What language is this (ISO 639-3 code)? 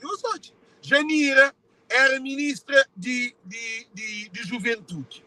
kea